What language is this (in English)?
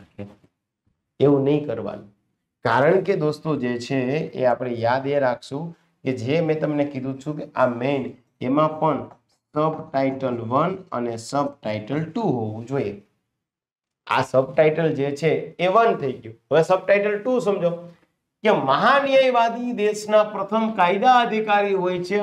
Gujarati